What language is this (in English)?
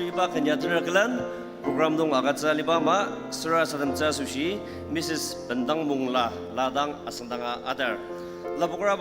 Ao Naga